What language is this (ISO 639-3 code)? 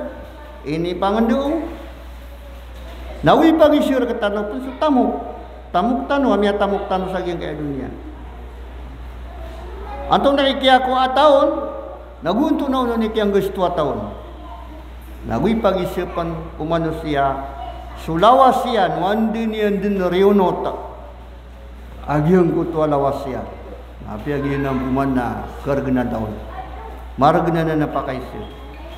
mrw